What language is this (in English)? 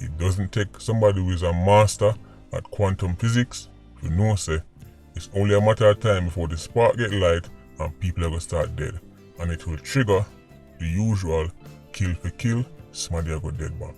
Jamaican Creole English